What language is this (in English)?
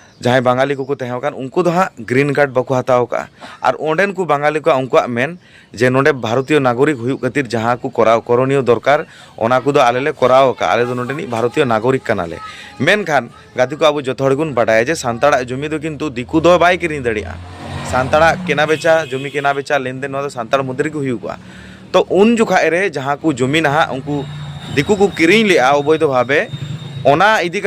Santali